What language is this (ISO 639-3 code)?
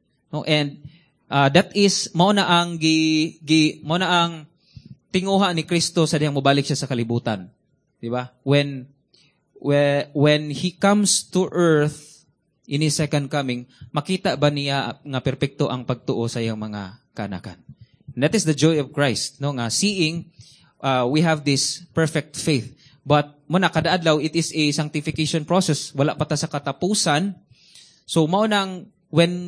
ceb